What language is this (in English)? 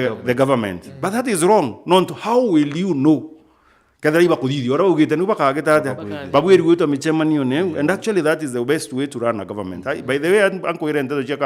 Meru